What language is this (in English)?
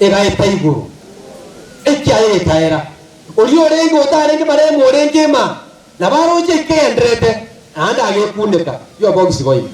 Gusii